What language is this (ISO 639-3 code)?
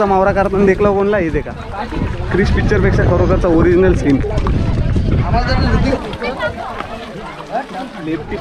mar